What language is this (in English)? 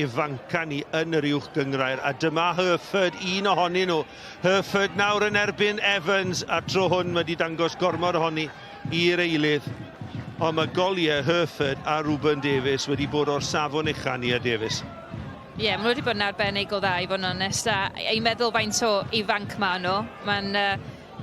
Welsh